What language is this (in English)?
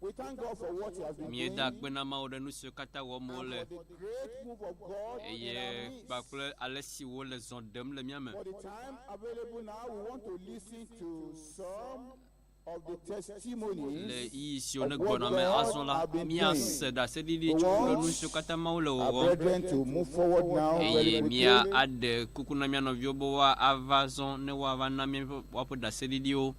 Ewe